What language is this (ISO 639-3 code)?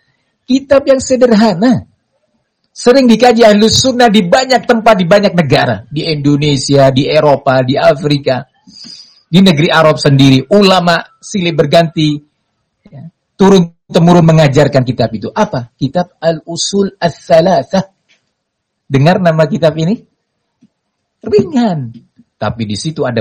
ind